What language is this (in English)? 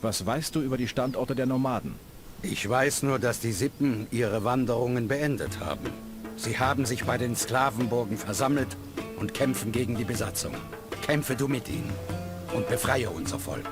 Bavarian